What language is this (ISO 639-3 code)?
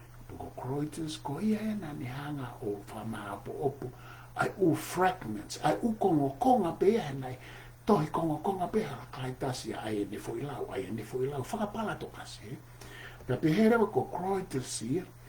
ton